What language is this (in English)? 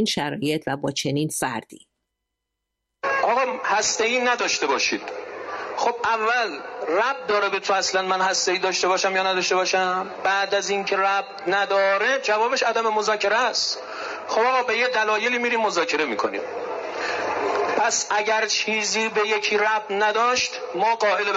Persian